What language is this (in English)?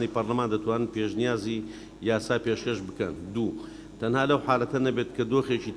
Central Kurdish